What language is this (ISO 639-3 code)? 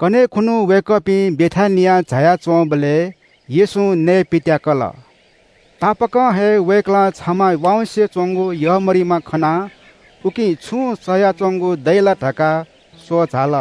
new